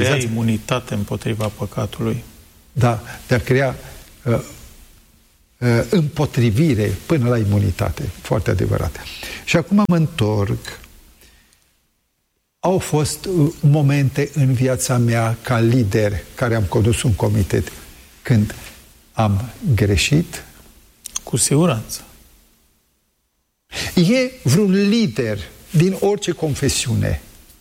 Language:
Romanian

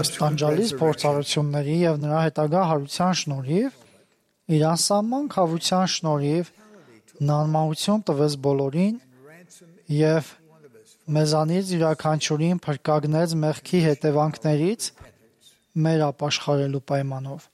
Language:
Armenian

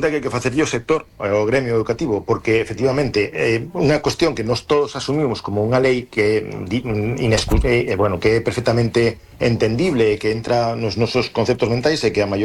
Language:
Galician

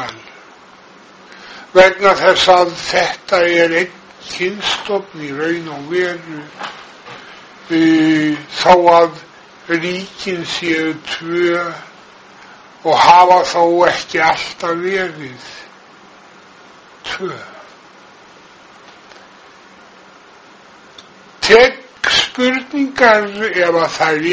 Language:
Icelandic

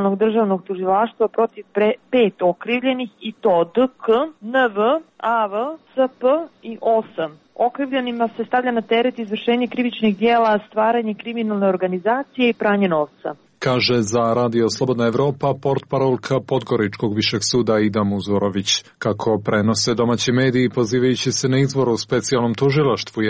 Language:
Serbian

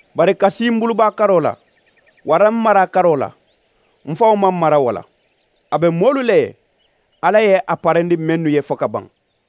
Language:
Mandingo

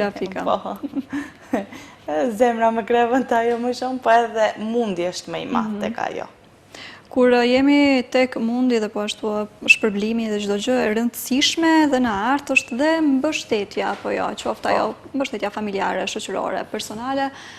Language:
Albanian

